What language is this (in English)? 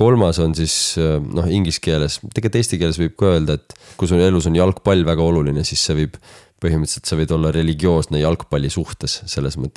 Estonian